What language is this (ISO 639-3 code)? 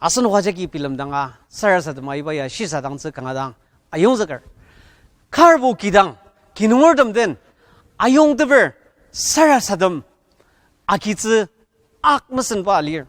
njo